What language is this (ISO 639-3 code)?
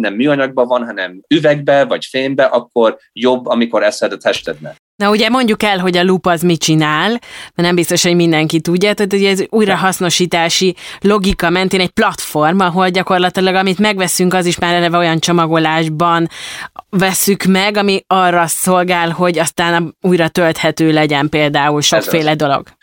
hun